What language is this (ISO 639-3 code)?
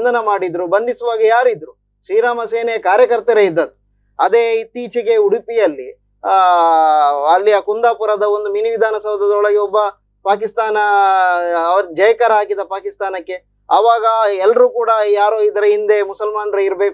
kan